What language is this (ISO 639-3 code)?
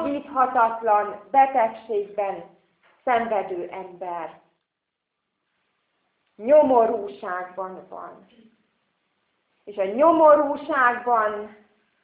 hun